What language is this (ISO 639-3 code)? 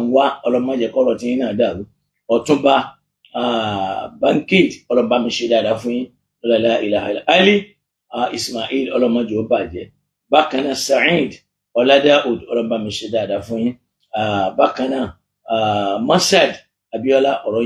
yor